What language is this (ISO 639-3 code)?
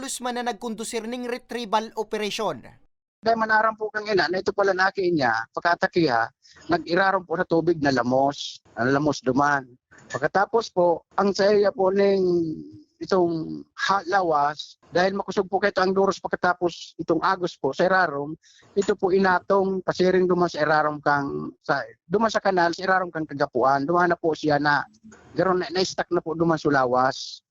bik